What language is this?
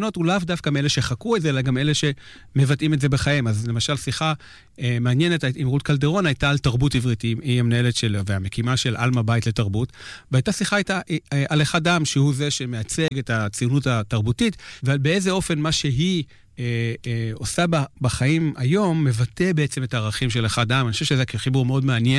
Hebrew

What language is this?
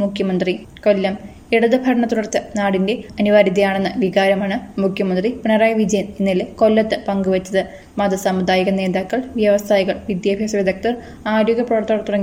Malayalam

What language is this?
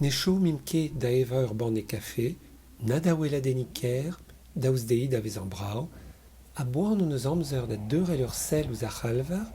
Breton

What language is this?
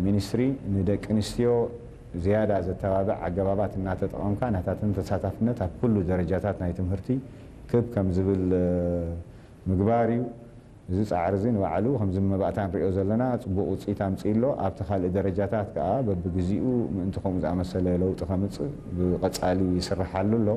Tigrinya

